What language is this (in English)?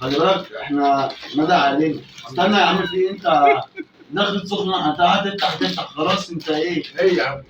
Egyptian Arabic